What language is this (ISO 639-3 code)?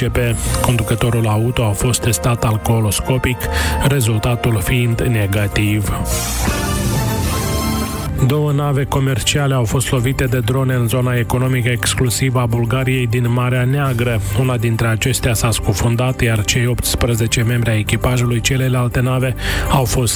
ron